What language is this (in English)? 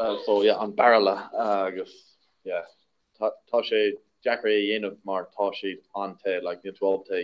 Irish